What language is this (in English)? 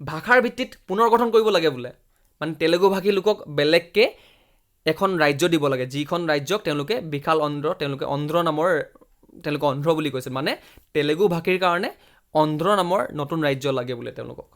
Assamese